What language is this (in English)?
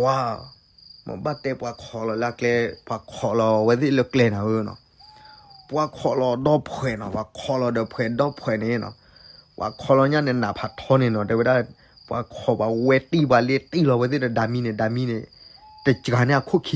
S'gaw Karen